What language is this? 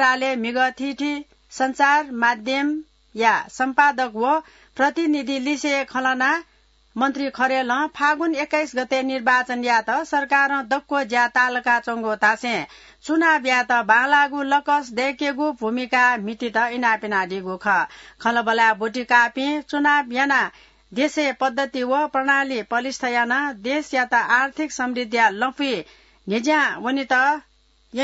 Newari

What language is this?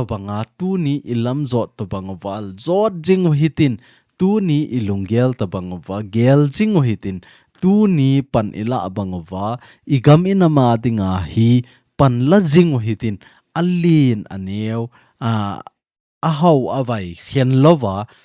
Thado Chin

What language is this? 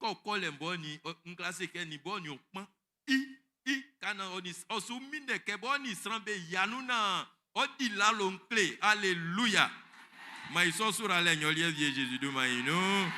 Baoulé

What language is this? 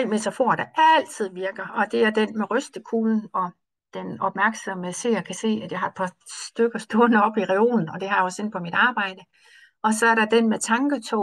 Danish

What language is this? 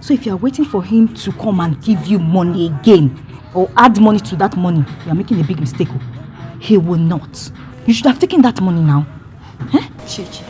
Nigerian Pidgin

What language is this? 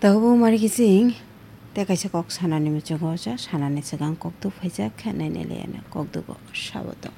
Kok Borok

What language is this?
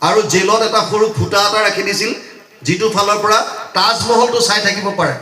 Assamese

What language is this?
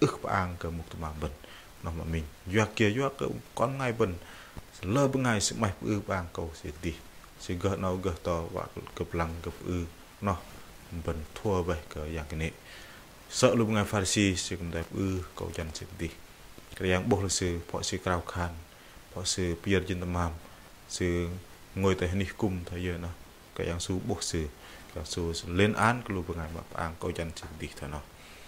Bahnar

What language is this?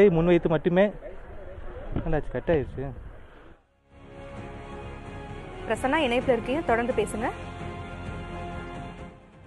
Tamil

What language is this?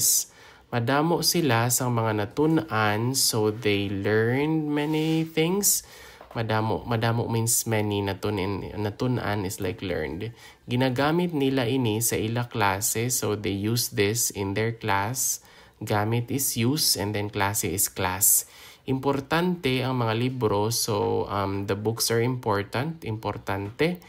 Hiligaynon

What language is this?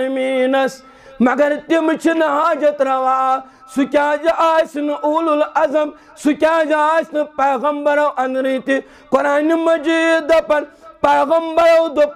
Kashmiri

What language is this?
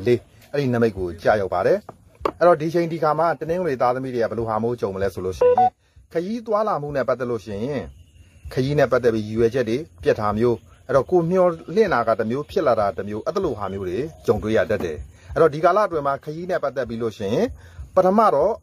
Burmese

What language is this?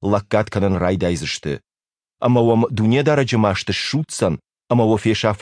Ossetic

